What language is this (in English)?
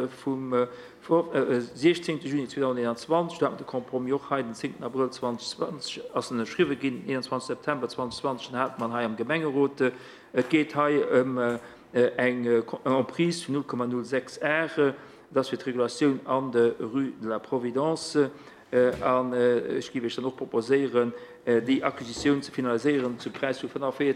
Luxembourgish